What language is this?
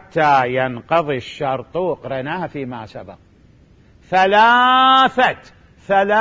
Mesopotamian Arabic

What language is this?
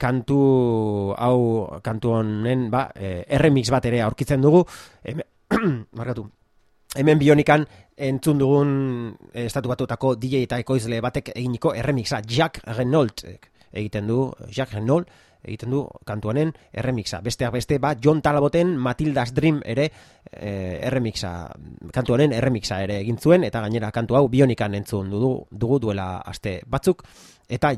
Basque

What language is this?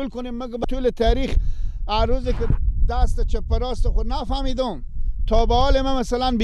Persian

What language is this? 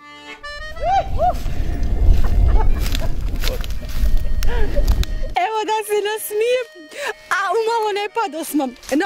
Bosnian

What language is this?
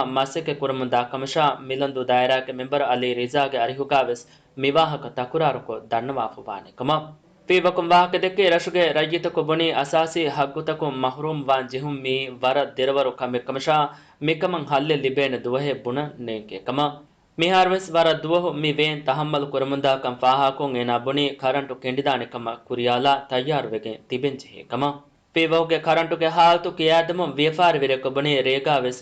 Divehi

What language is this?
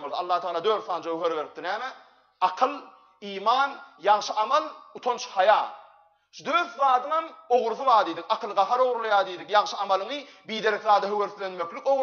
Turkmen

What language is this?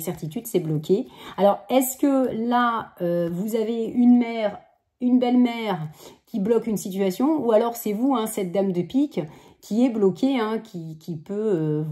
French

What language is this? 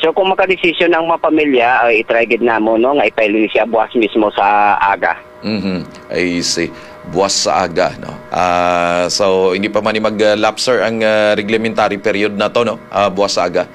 Hiligaynon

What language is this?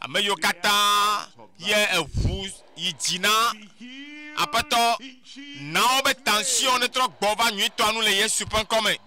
Ewe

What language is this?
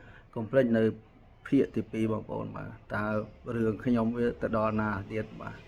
Khmer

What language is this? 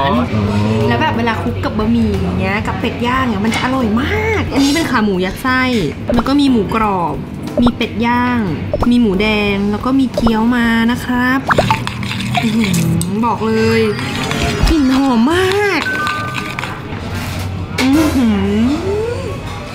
Thai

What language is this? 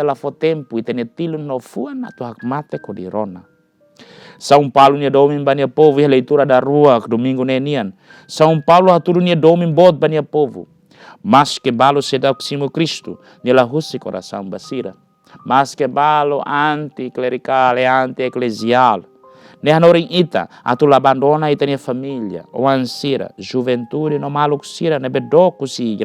Tetum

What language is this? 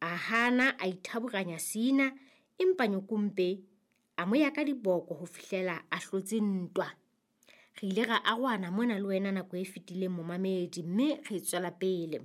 Southern Sotho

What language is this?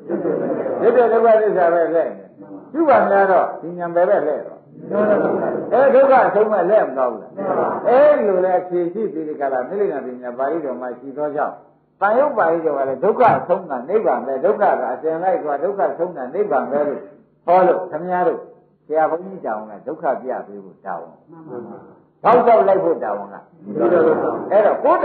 Burmese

